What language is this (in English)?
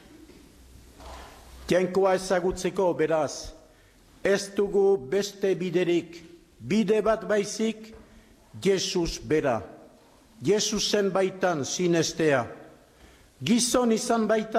Basque